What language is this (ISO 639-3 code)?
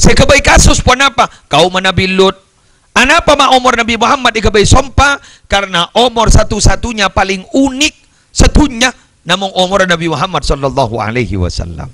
mad